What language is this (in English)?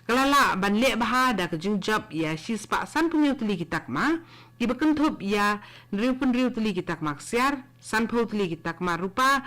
Khasi